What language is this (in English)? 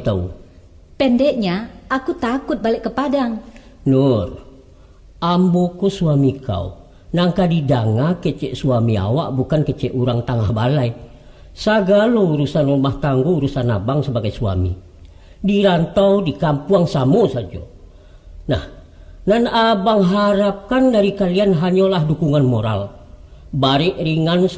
Minangkabau